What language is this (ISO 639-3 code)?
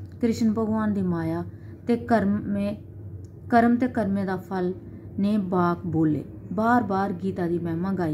doi